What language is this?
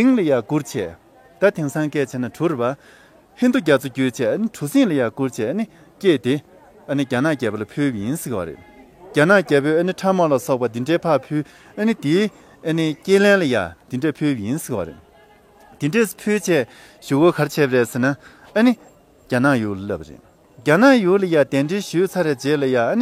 Tibetan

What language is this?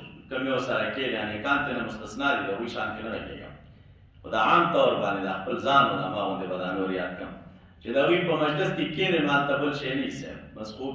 Pashto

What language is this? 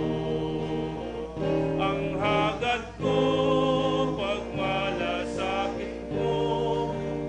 Bikol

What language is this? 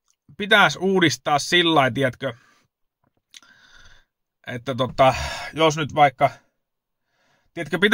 Finnish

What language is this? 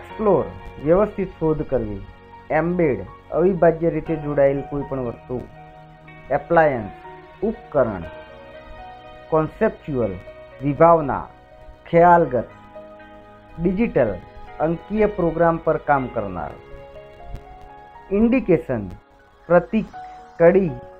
Gujarati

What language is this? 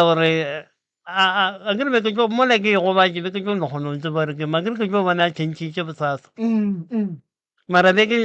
Northern Sotho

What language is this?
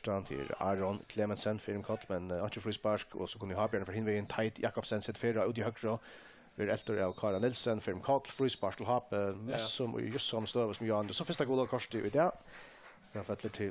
Faroese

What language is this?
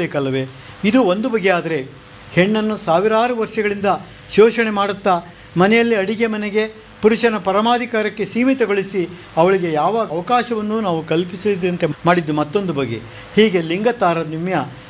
Kannada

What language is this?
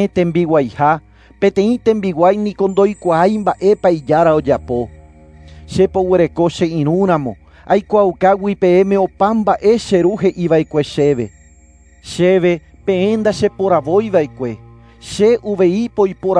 Guarani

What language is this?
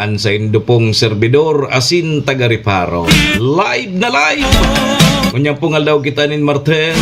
Bikol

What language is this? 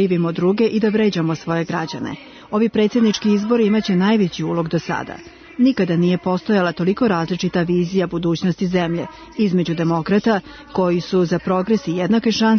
Serbian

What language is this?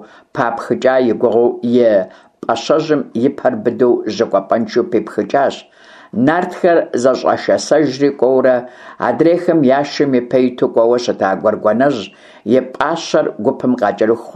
Kabardian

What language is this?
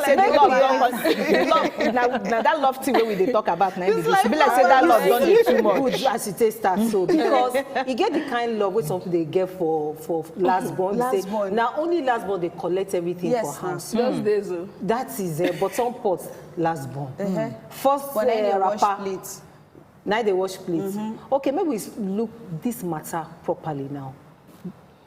Nigerian Pidgin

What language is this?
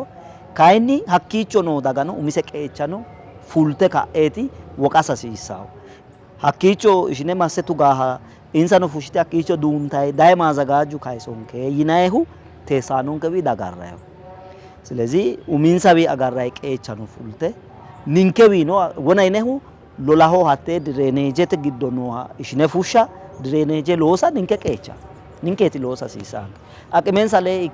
Sidamo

